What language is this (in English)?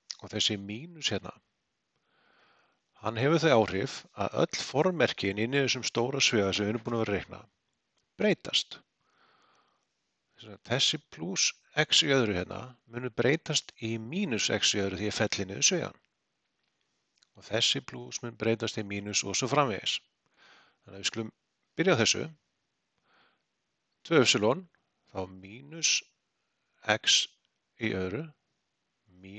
Icelandic